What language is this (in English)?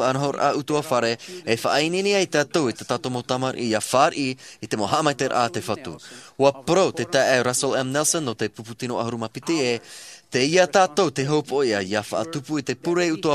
Tahitian